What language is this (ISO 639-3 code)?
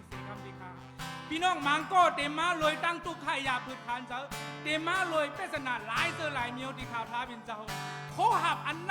shn